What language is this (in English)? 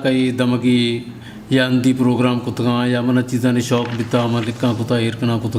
Eastern Balochi